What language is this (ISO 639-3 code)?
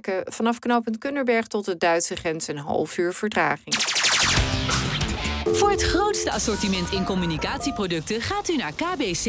nld